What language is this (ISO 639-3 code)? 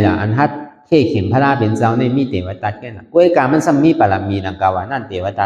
shn